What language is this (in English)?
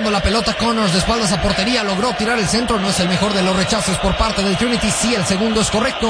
Spanish